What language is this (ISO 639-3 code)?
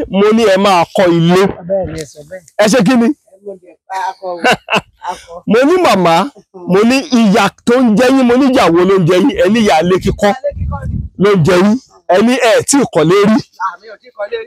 yor